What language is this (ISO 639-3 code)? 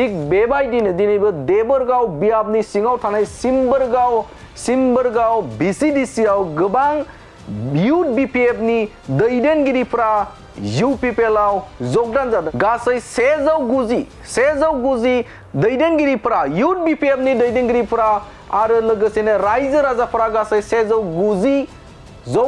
brx